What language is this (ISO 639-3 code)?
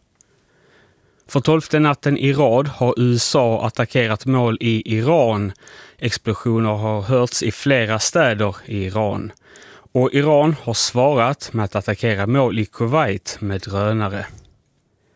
swe